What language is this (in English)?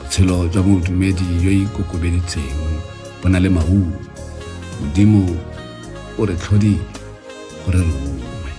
Tswana